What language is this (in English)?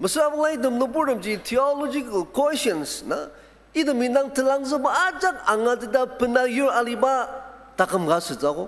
Ao Naga